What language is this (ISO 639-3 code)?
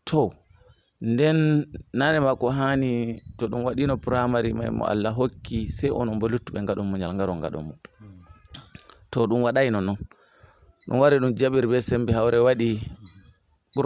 ful